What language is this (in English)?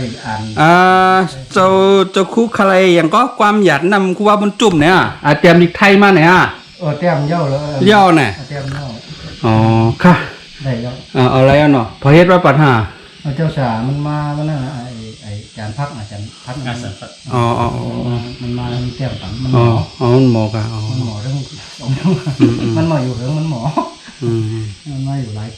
Shan